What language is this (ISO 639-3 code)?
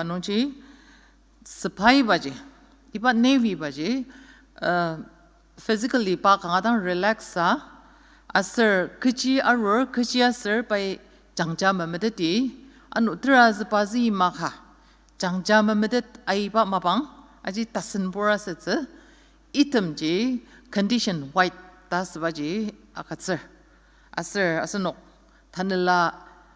njo